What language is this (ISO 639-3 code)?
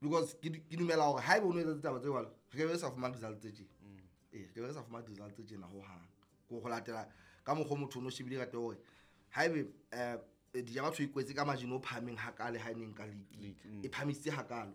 sot